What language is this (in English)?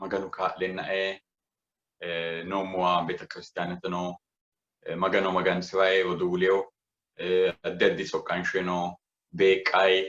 Sidamo